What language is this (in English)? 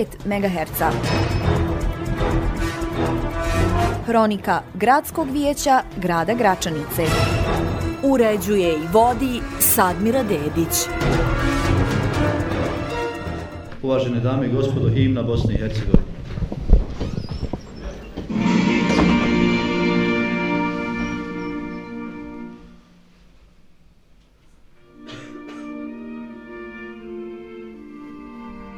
Bosnian